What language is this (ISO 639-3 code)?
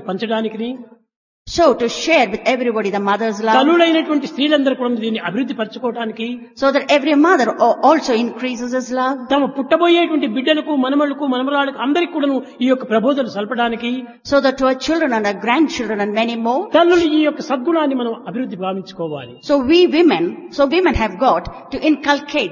tel